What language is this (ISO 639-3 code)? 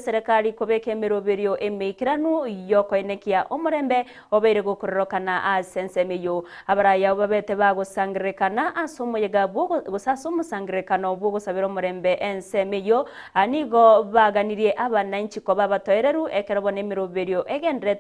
guz